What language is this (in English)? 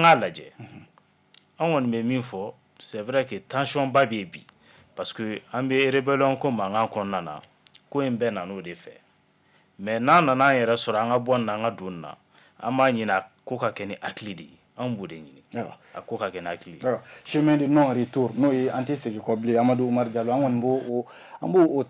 Bambara